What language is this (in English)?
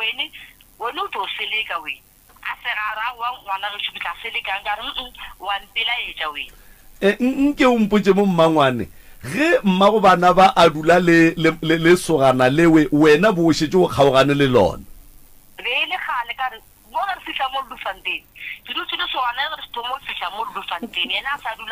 Northern Sotho